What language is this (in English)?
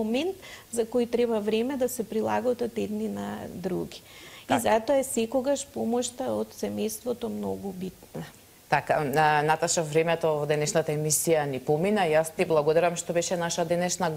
Macedonian